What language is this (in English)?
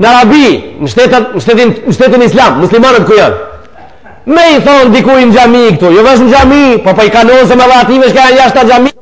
Albanian